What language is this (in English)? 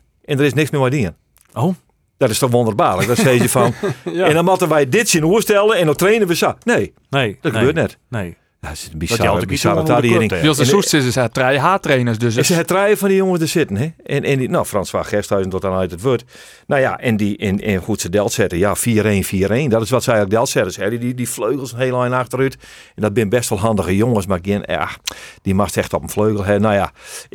Western Frisian